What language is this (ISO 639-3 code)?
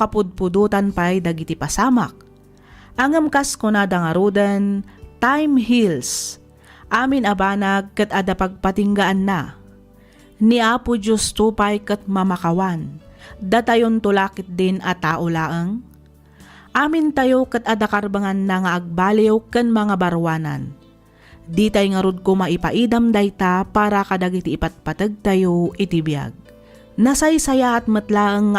ilo